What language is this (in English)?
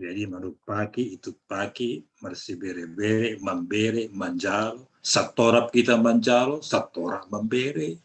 Batak Simalungun